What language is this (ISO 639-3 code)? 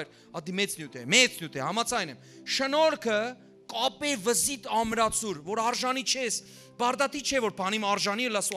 hyw